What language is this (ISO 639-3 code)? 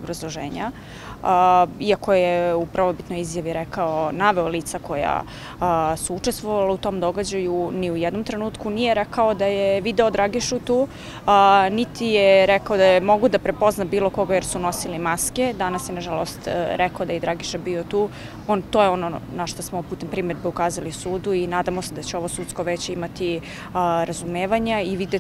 srp